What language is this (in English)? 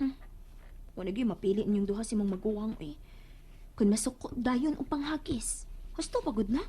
Cebuano